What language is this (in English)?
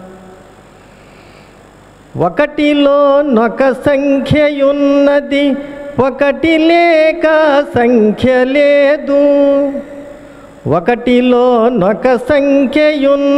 Telugu